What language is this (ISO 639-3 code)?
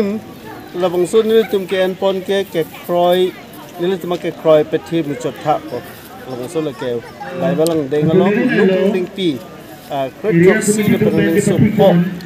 mjw